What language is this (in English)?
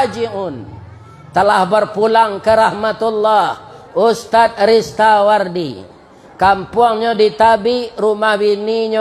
Minangkabau